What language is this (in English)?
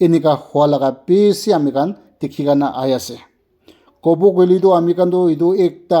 Naga Pidgin